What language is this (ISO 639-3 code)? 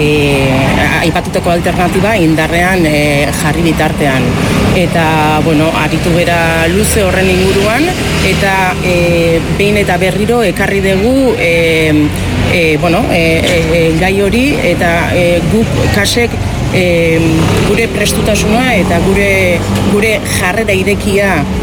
eus